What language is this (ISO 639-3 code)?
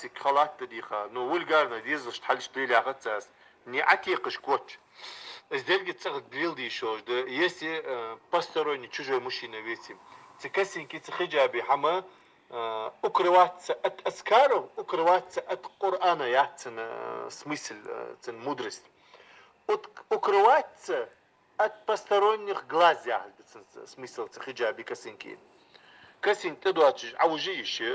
inh